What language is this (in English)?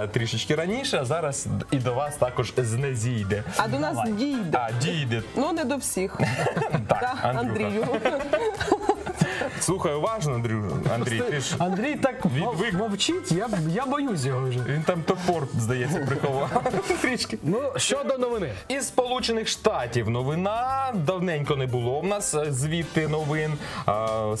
Ukrainian